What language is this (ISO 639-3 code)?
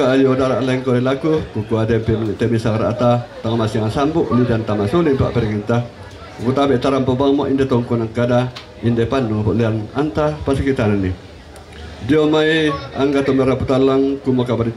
sda